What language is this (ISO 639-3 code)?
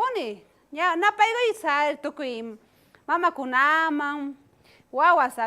quh